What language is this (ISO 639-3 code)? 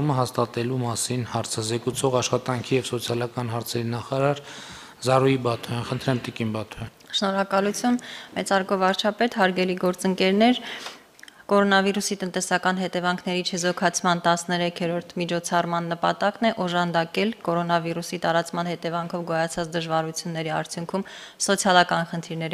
hye